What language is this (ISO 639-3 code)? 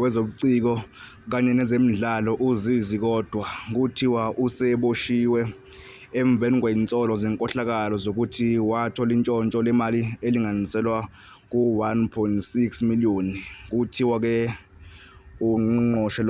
zul